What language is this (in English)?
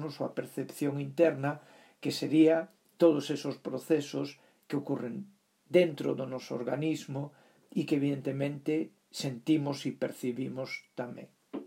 Galician